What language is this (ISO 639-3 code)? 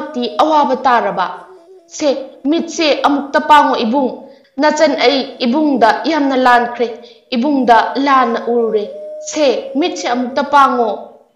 mni